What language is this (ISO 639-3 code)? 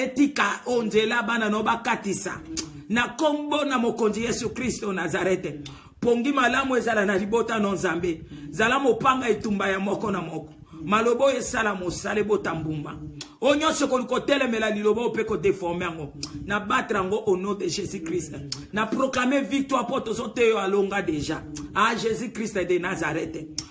lin